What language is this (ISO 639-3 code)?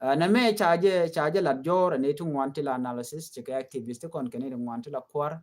nus